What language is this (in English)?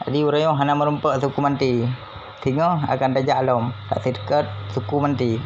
Achinese